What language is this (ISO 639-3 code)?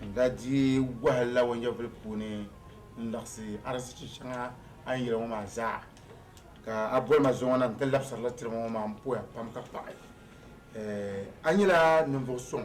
dag